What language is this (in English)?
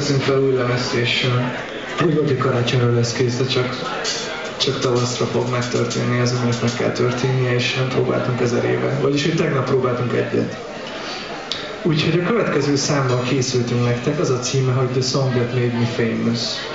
Hungarian